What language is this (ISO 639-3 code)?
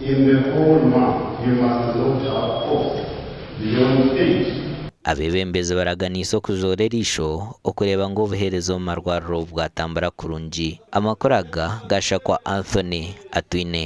nyn